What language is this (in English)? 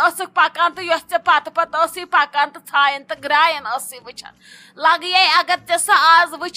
Kashmiri